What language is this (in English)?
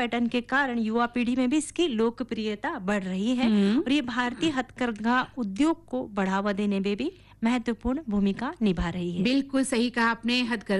Hindi